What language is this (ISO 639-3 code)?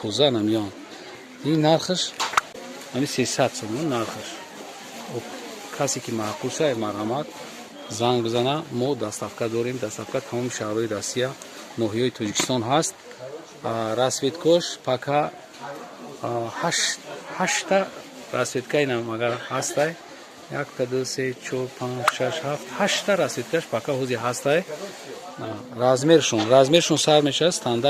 tgk